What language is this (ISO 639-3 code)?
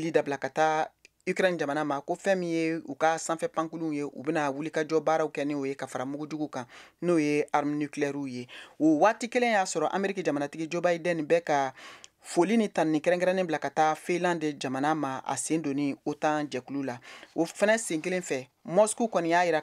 bam